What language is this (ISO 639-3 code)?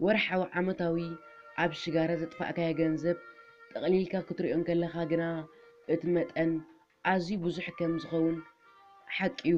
tir